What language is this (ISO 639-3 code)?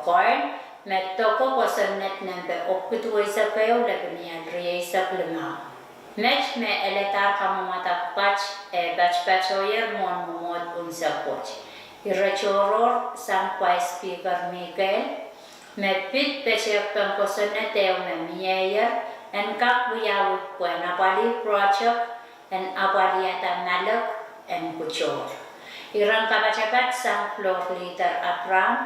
pon